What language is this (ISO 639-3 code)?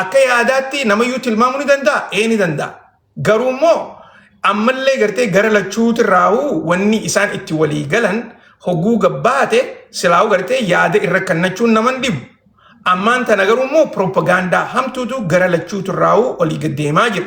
orm